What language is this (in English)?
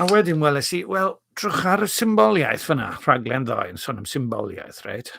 Welsh